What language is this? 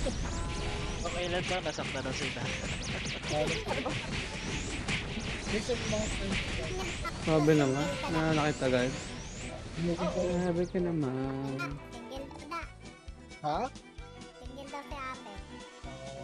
Filipino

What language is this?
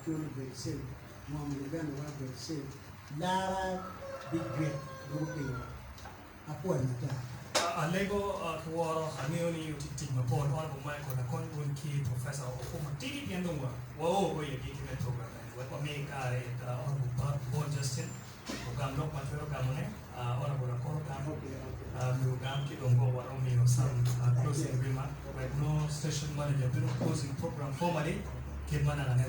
Acoli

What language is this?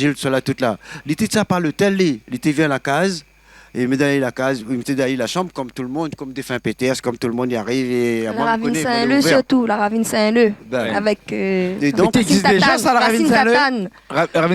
Réunion Creole French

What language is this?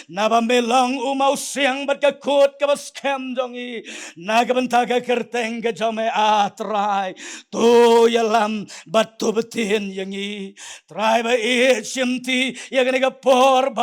Khasi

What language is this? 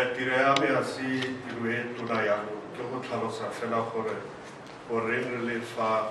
Tswana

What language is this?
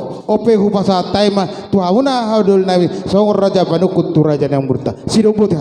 Batak Toba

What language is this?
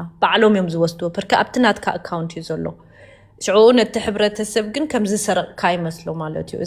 Tigrinya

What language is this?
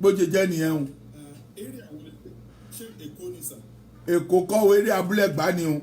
Yoruba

